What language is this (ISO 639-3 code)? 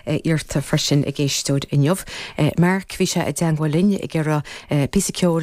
gle